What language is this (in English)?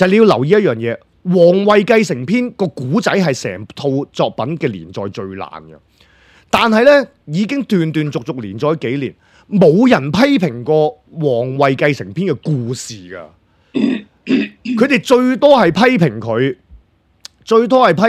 Cantonese